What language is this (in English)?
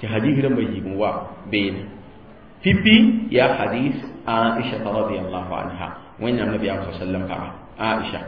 Mossi